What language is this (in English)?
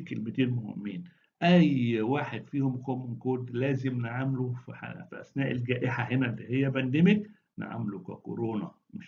Egyptian Arabic